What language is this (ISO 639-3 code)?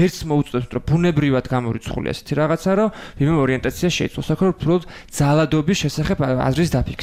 kat